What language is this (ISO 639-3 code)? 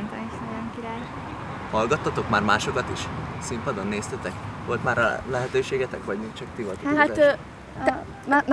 hun